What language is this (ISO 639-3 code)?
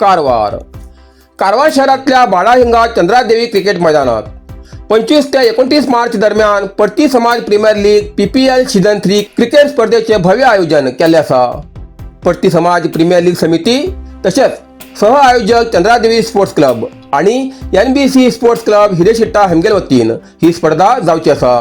kok